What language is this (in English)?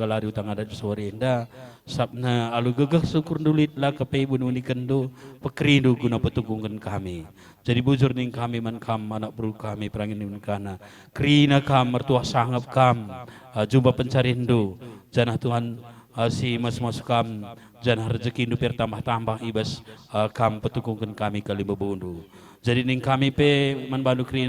Batak Karo